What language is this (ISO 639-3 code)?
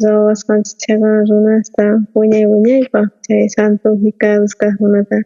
quh